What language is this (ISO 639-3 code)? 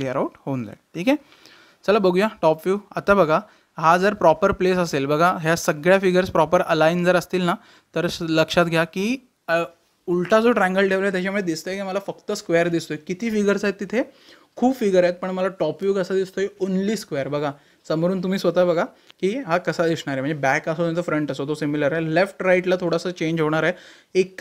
mar